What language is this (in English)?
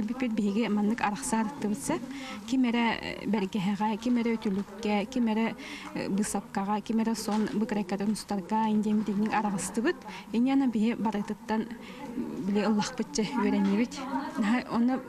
Yakut